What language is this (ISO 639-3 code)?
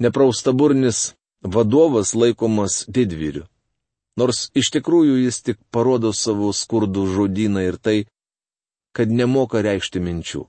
lit